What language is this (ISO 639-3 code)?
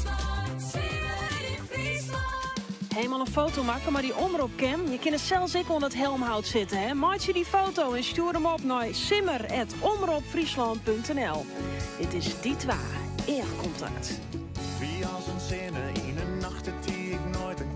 fry